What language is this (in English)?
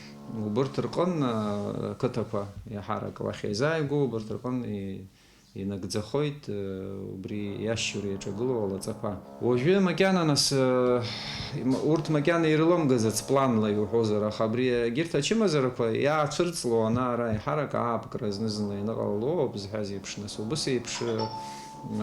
Abkhazian